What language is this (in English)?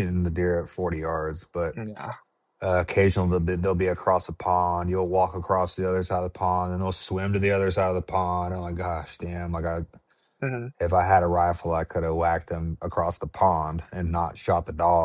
English